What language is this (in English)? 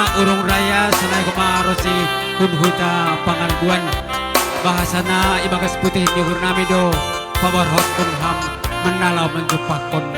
Batak Simalungun